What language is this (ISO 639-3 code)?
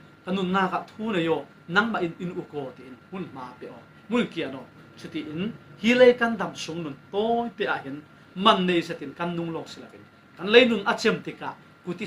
cfm